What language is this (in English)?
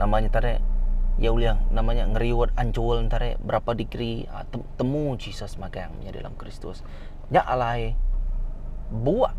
Iban